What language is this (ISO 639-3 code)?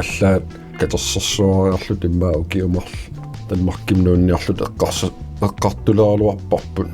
kal